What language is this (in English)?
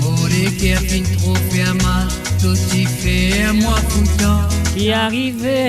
Morisyen